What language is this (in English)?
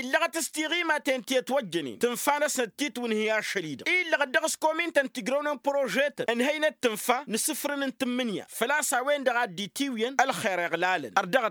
Tamasheq